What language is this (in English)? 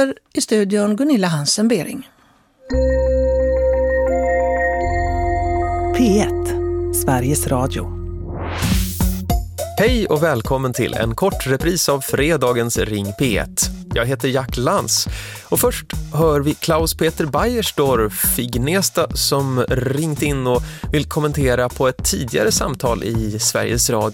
Swedish